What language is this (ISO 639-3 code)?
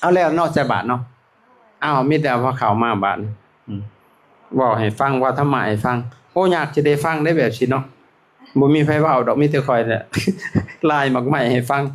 lao